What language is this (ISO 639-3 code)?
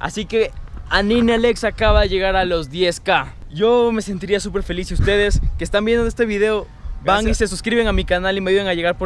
spa